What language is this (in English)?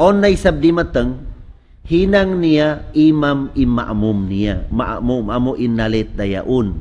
Tausug